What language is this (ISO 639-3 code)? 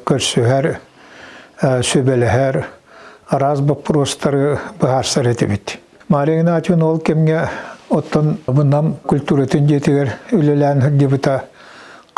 sah